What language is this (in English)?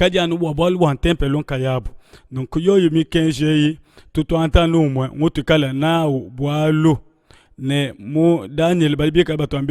Luba-Lulua